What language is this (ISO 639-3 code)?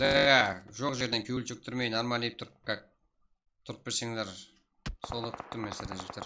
kaa